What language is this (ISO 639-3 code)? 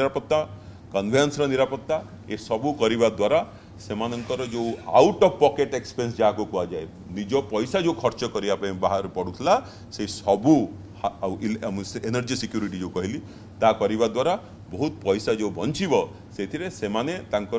ori